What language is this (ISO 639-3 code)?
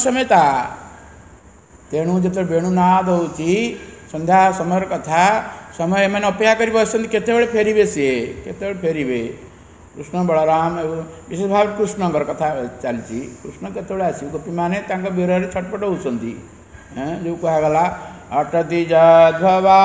ori